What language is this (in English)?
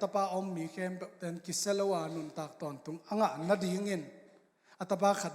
Tedim Chin